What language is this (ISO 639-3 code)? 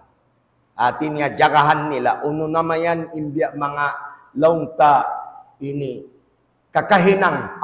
tsg